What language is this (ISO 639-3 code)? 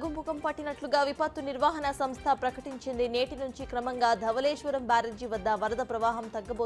tel